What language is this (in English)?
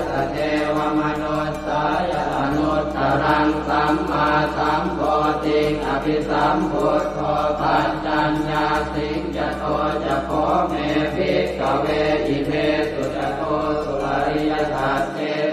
Pali